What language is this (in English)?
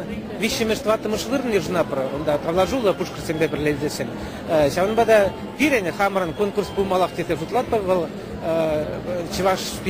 Chuvash